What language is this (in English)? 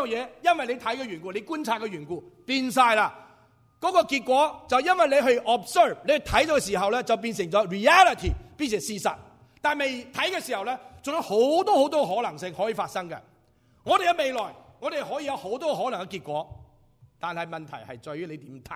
Cantonese